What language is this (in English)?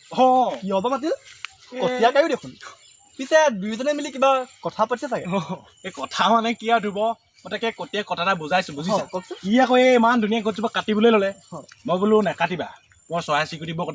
Assamese